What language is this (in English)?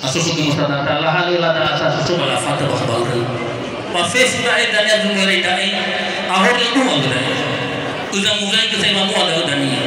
Nias